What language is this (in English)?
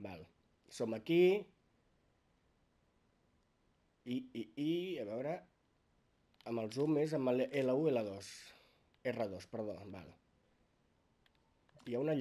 Catalan